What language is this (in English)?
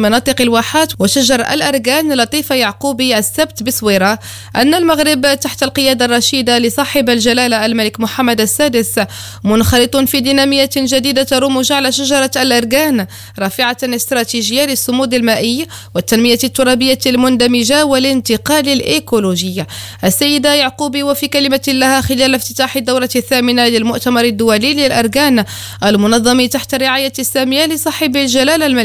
Arabic